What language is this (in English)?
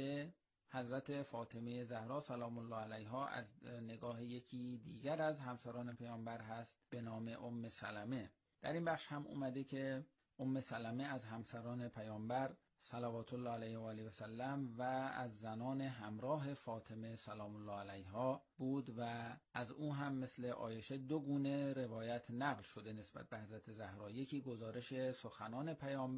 Persian